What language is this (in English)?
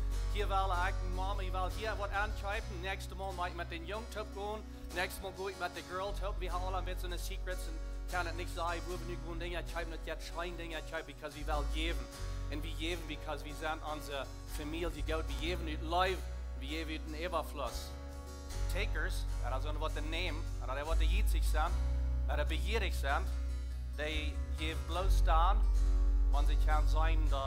Plautdietsch